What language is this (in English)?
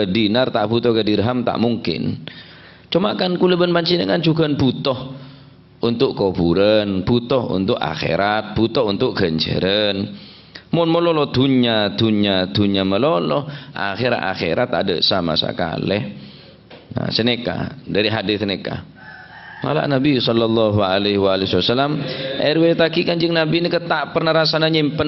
Madurese